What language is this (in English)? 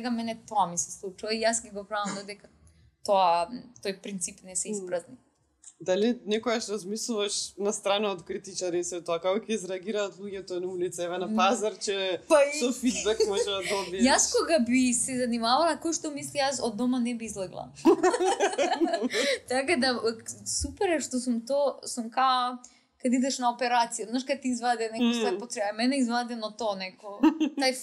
Macedonian